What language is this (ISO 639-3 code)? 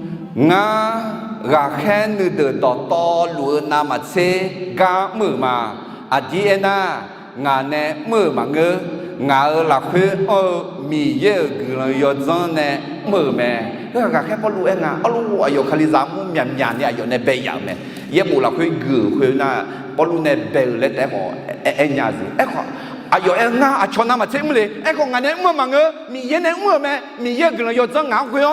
ahk